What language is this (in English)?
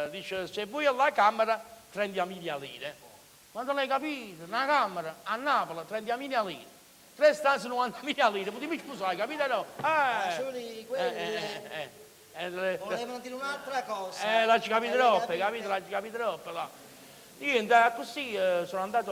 Neapolitan